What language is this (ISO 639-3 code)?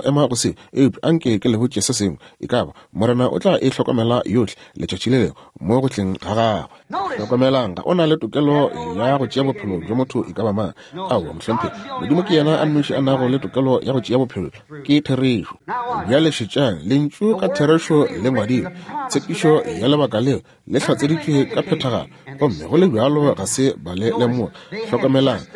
nso